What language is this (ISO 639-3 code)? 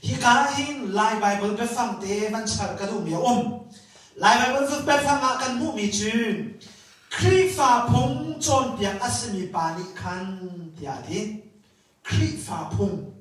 cnh